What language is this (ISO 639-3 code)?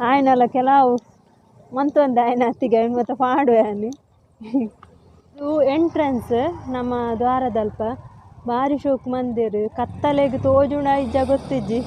tcy